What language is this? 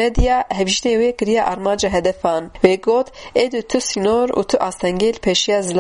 Kurdish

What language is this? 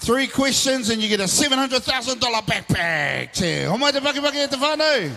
Māori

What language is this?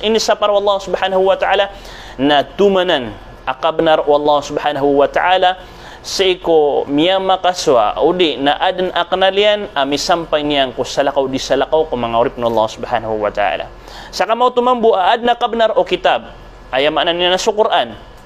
Maranao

